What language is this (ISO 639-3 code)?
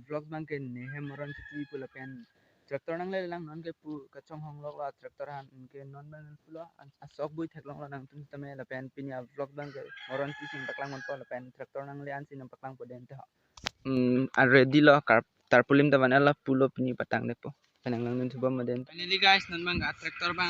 mjw